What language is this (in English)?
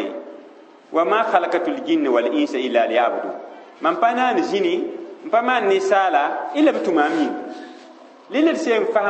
Mossi